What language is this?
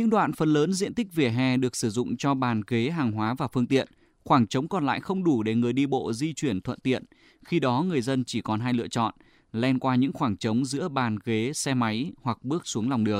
Vietnamese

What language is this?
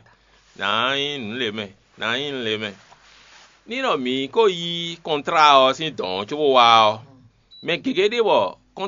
Fon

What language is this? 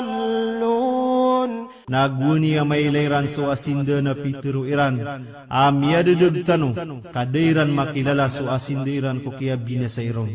Maranao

